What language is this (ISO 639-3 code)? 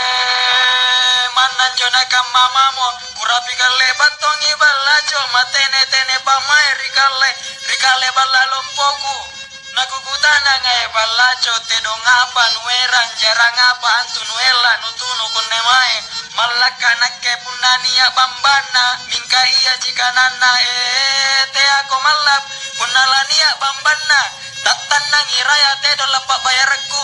mak